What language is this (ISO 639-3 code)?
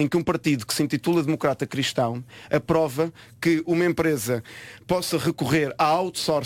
por